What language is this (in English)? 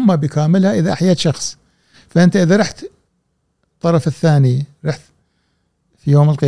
Gulf Arabic